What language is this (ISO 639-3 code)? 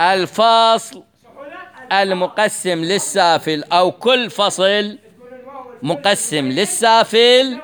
acm